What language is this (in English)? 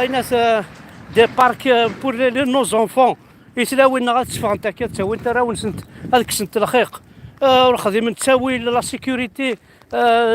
Kabyle